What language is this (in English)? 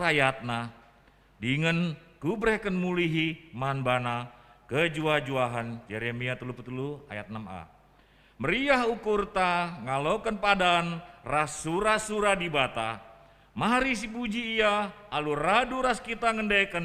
Batak Karo